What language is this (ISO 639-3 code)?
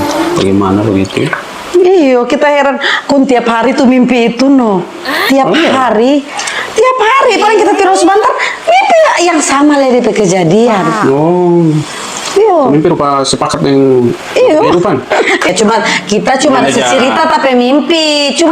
xmm